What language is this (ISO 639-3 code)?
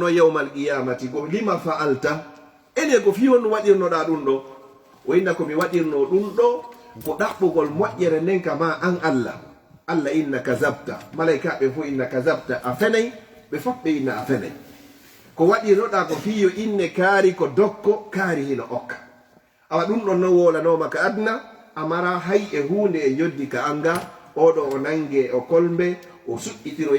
ful